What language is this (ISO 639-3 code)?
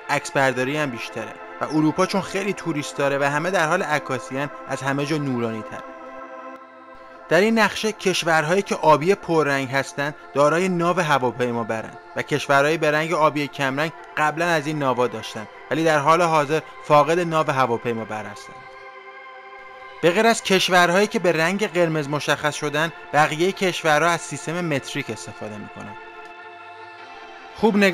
fas